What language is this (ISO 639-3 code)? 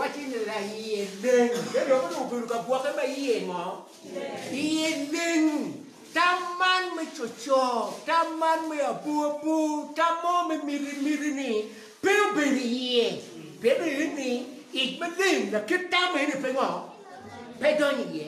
ach